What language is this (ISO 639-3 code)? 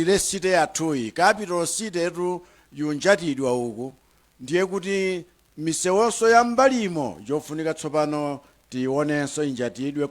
nya